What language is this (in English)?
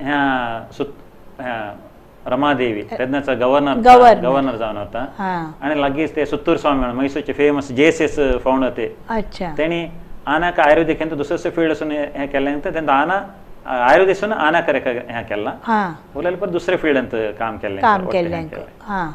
Konkani